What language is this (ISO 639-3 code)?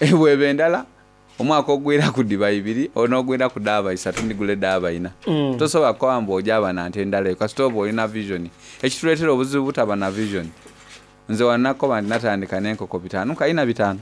xog